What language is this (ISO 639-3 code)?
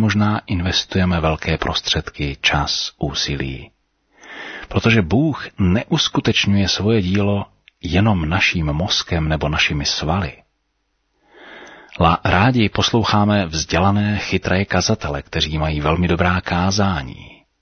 ces